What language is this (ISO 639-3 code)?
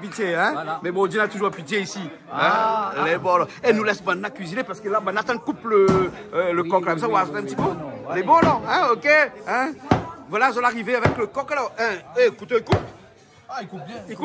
rcf